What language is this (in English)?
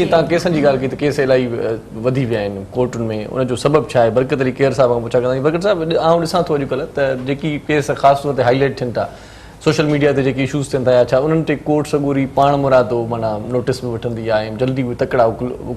Sindhi